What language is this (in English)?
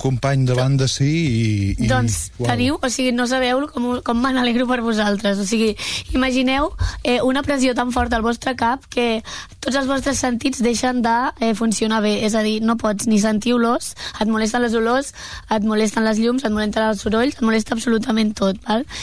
Catalan